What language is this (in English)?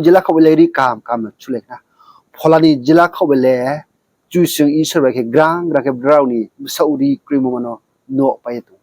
Riang (India)